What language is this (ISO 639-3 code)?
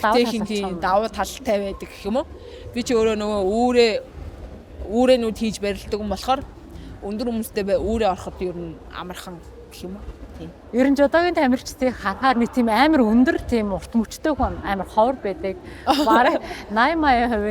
mon